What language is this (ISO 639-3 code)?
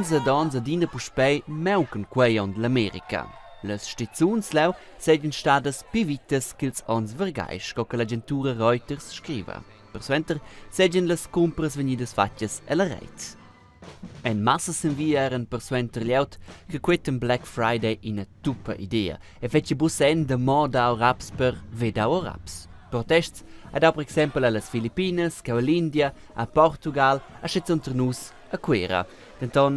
roh